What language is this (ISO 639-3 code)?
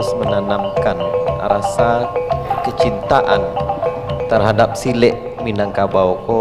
min